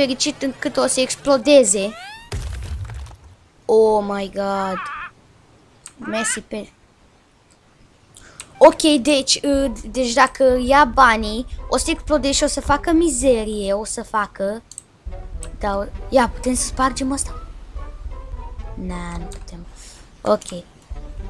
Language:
Romanian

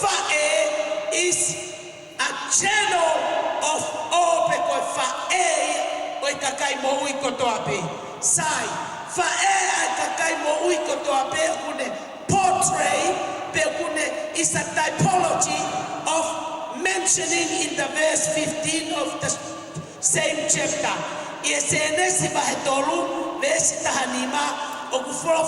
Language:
Tongan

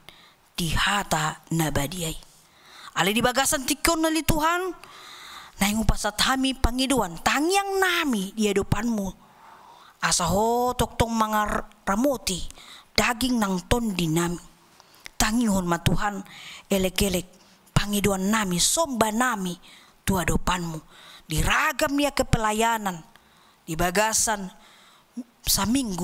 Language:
Batak Toba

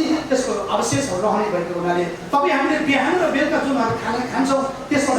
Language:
Nepali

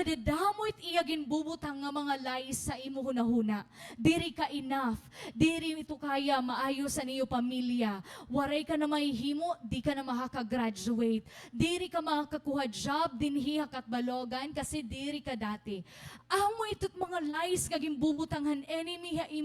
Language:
Waray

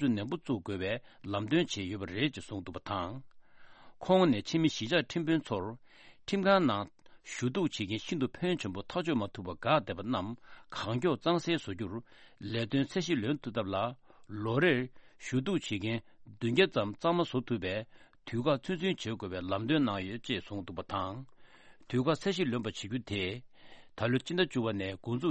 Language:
Tibetan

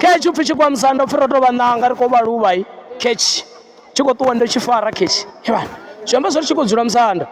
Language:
Venda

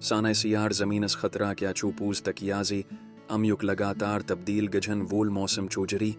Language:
Kashmiri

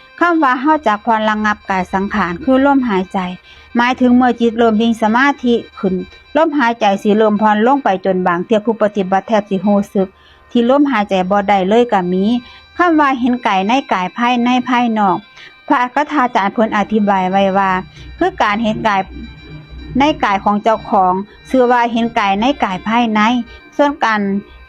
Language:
Northeastern Thai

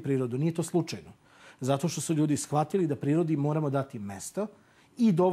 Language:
Serbian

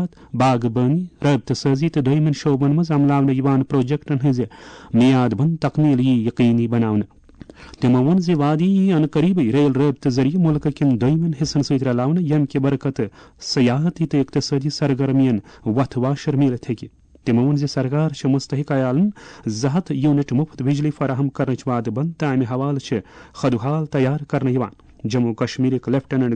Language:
Kashmiri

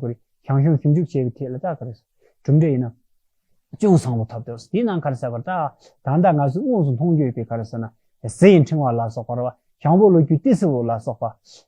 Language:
Tibetan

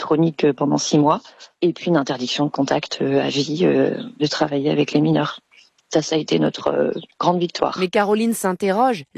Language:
French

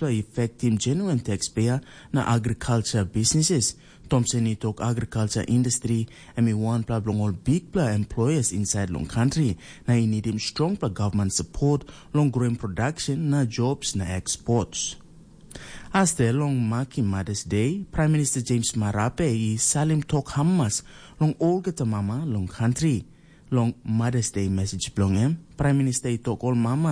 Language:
Tok Pisin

